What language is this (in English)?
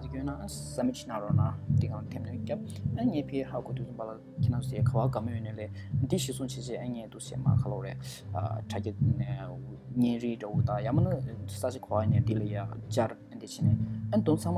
Tibetan